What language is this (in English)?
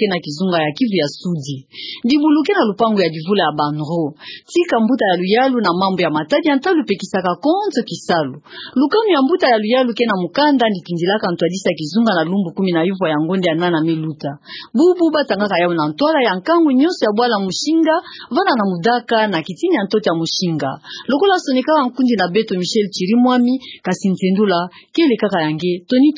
Kituba (Democratic Republic of Congo)